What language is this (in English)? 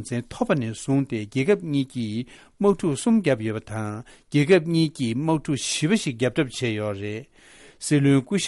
Tibetan